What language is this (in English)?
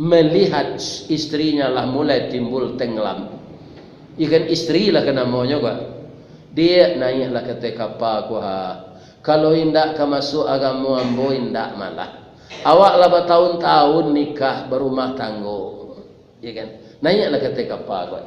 Minangkabau